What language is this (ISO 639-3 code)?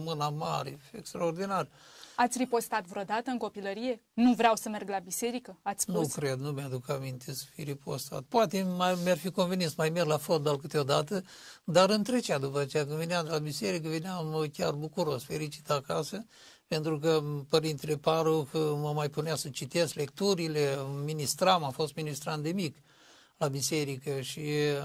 ron